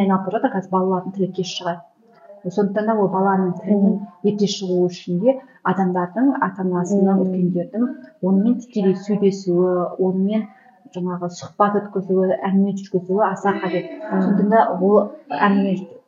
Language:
Kazakh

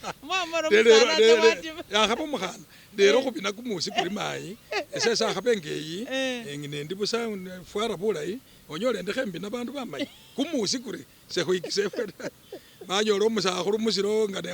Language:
Masaaba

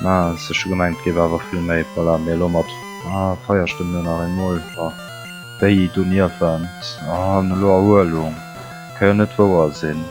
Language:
Luxembourgish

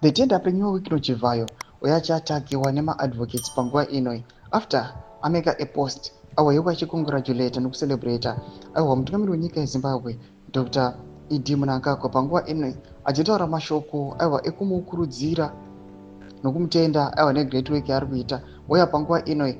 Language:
Shona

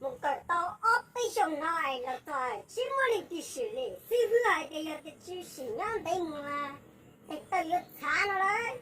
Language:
Hmong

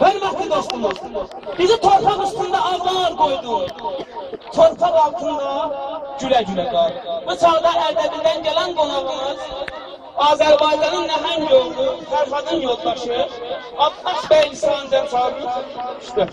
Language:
South Azerbaijani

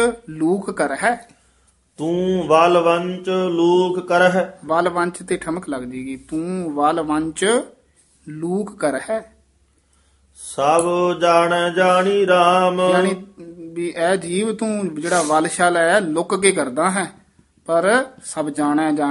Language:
Punjabi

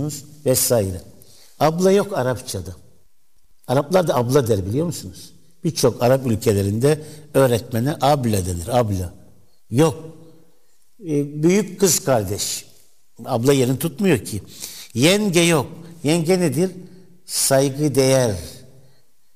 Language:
Turkish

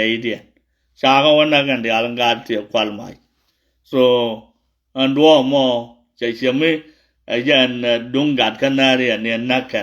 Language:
Nuer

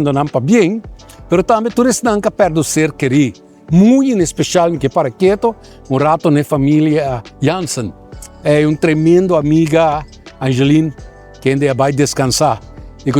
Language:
Papiamento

